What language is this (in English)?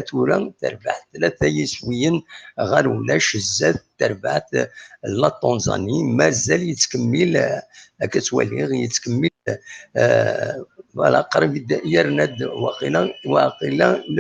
Kabyle